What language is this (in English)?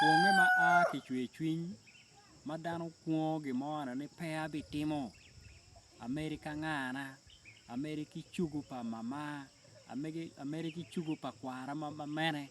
Acoli